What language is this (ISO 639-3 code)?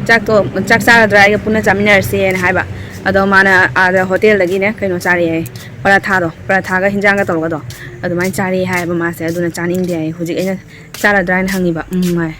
mni